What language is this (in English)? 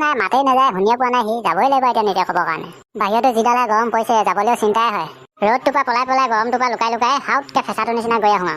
Assamese